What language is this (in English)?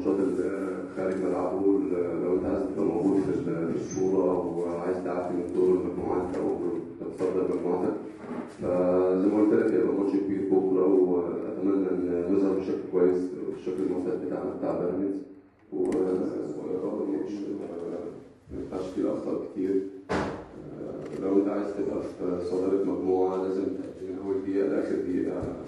Egyptian Arabic